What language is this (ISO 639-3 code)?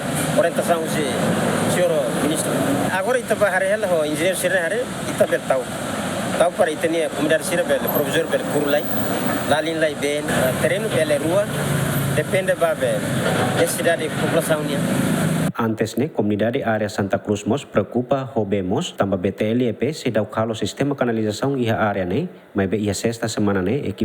tet